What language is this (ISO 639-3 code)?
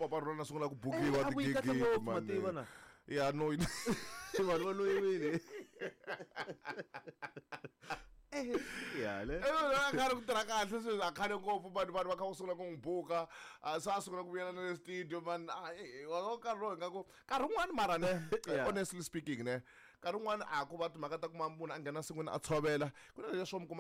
tso